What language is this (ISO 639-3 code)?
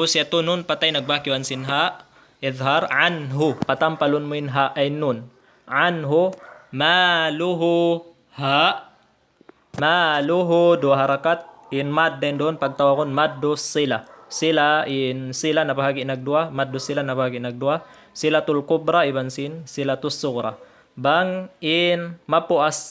tsg